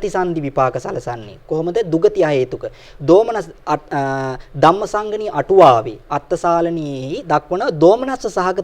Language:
Sinhala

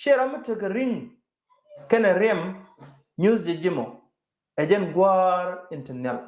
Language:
Nuer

